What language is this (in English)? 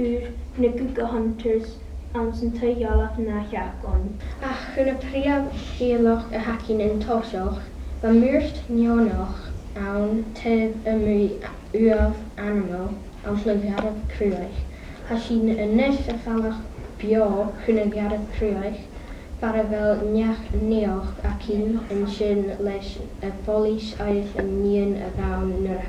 Scottish Gaelic